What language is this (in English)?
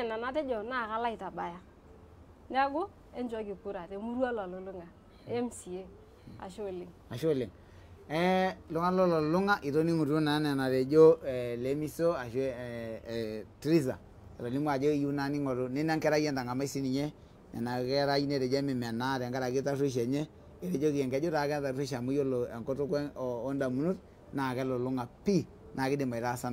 Masai